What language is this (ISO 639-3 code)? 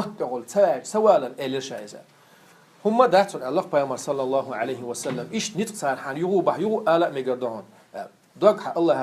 che